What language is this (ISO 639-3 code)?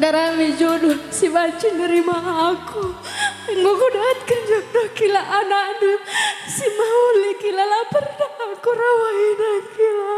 btx